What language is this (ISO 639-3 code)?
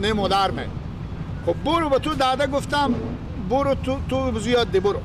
fas